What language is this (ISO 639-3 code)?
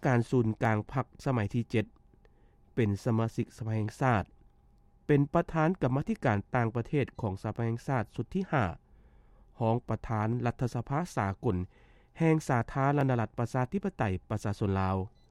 lao